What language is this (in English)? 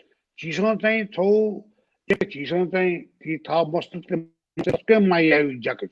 Newari